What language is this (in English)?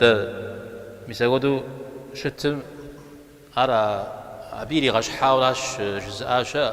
Kabardian